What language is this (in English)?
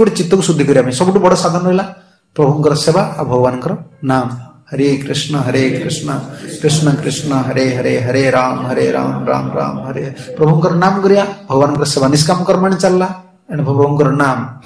Odia